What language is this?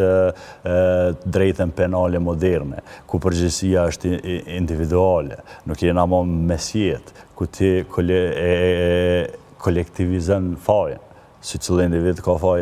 Albanian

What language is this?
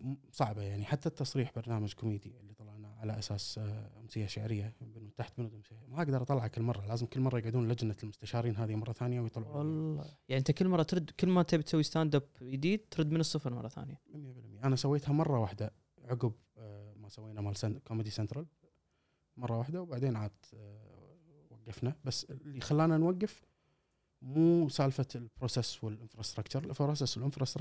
Gulf Arabic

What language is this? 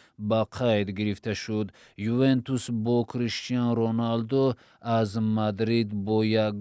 Tajik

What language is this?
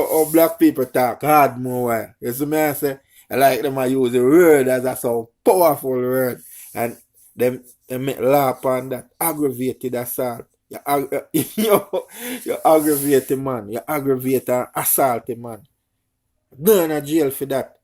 Jamaican Creole English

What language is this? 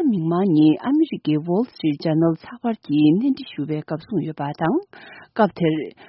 Tibetan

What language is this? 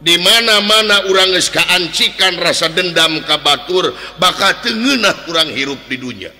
Sundanese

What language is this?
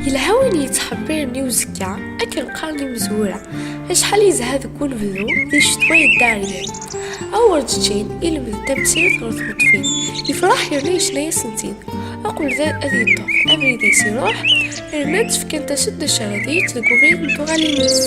Kabyle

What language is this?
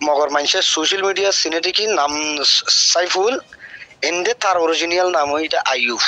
Rohingya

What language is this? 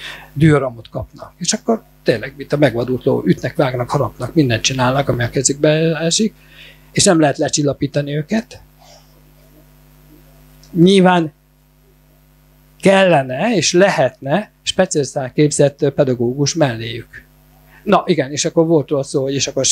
Hungarian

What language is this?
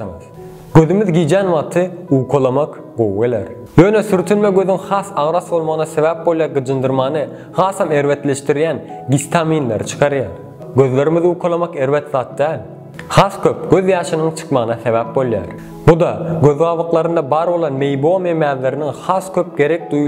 Turkmen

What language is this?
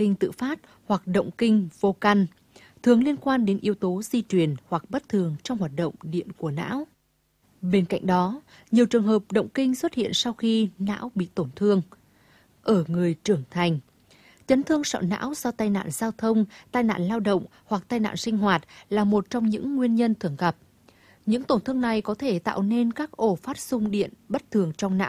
Vietnamese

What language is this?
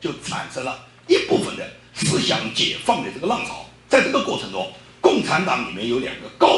Chinese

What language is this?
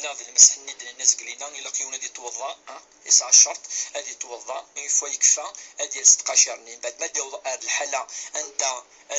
Kabyle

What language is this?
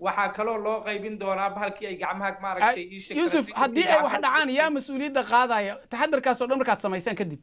Somali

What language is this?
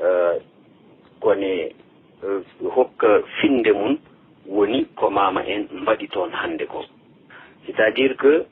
Fula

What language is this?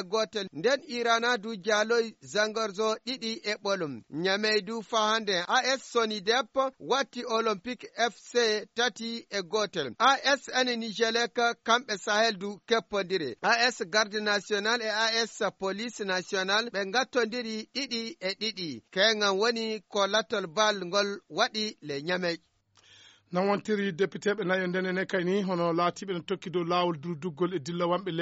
Fula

